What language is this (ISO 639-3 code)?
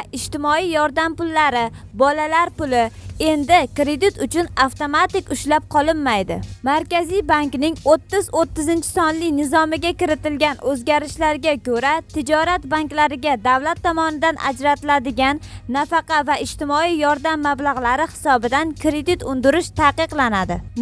uzb